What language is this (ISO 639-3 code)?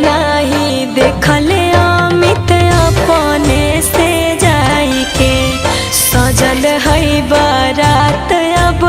mag